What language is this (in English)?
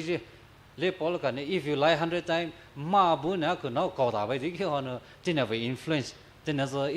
Poumei Naga